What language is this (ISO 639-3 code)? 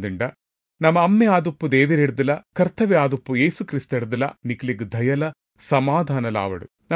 tcy